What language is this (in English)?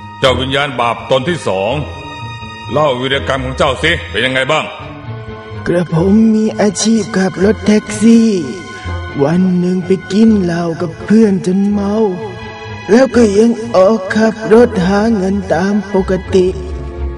Thai